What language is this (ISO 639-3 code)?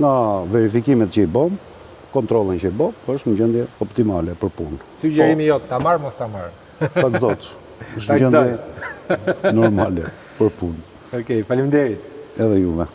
sqi